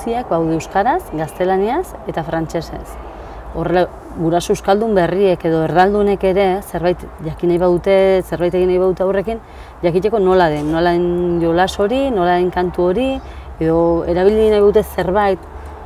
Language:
Basque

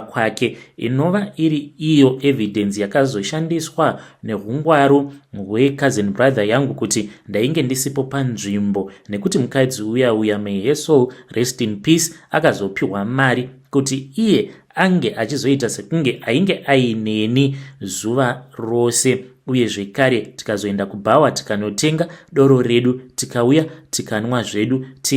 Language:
Shona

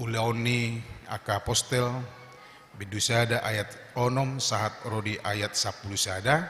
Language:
Batak Toba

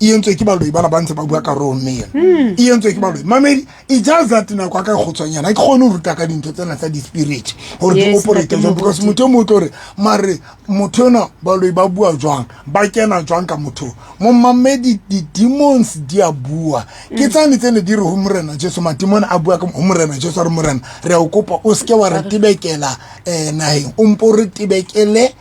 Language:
Southern Sotho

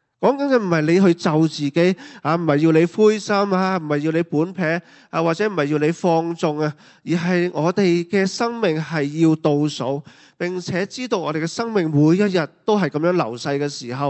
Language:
Cantonese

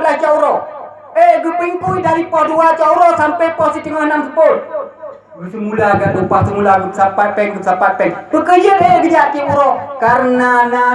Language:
Achinese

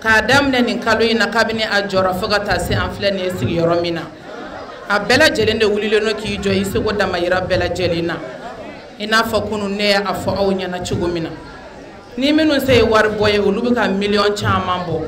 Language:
Bambara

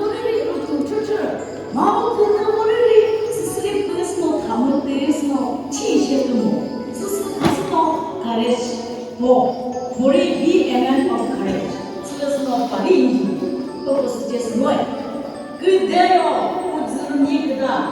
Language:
Chokri Naga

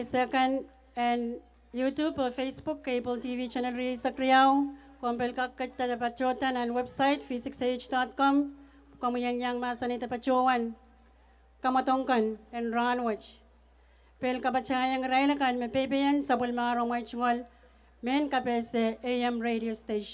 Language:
Pohnpeian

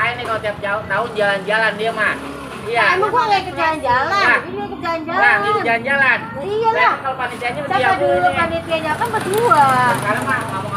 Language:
Betawi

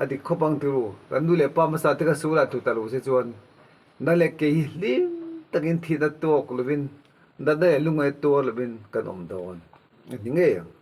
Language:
Mizo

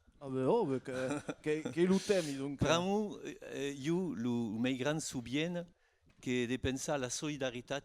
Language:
Occitan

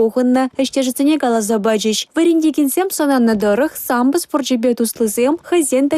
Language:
Chuvash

